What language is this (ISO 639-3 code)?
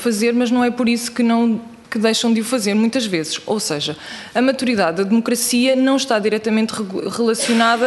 por